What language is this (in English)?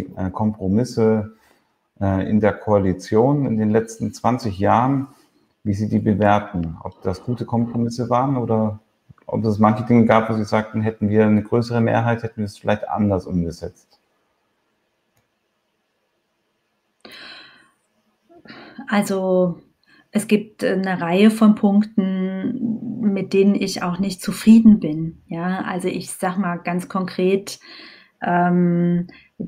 German